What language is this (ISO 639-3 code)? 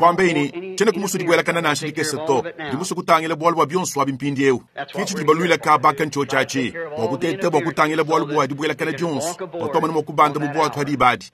lua